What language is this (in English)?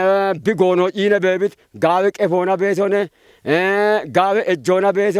Kafa